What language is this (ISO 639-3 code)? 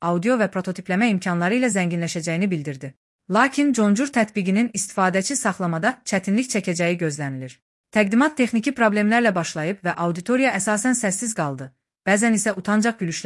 aze